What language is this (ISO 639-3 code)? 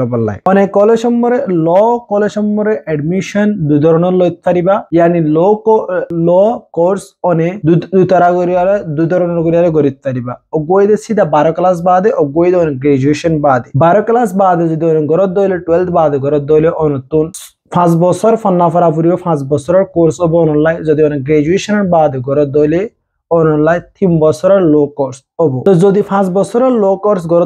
asm